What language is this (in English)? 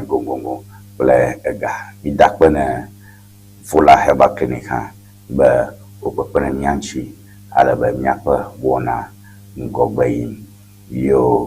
Ewe